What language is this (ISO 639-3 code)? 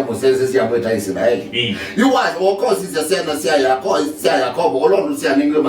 kam